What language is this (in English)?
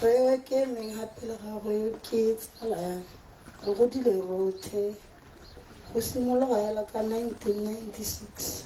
Tswana